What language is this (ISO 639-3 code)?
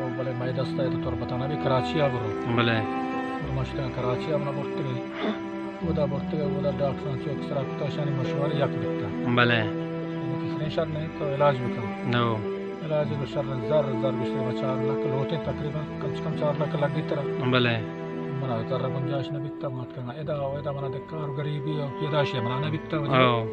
bal